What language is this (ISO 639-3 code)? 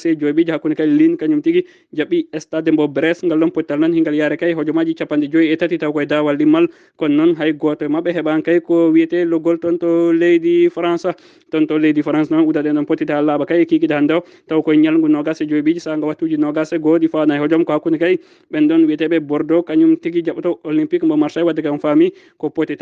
ful